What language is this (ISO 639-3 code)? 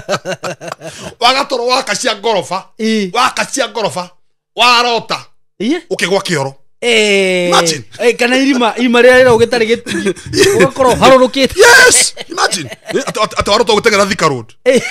kik